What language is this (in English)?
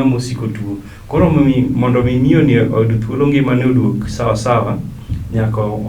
Luo (Kenya and Tanzania)